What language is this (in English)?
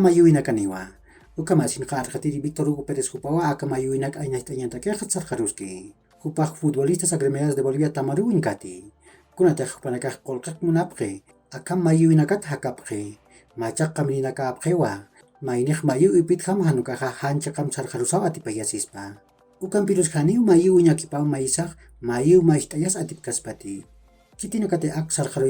Aymara